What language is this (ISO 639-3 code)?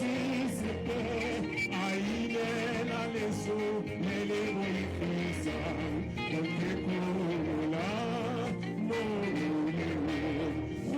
tsn